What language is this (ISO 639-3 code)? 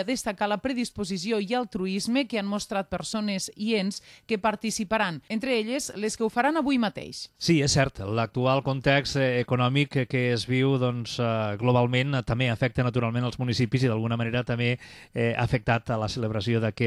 cat